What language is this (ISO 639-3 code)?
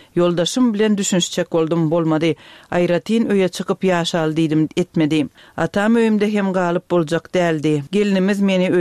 tuk